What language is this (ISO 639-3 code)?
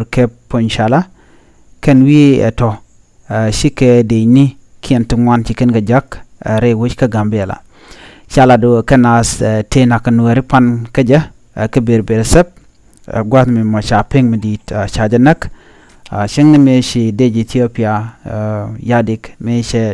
nus